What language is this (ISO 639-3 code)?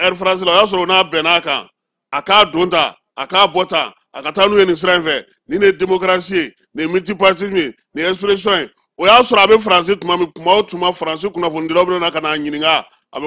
bam